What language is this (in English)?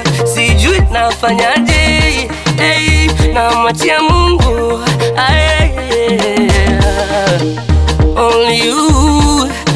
Swahili